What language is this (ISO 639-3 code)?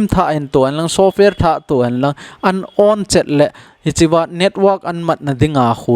tcz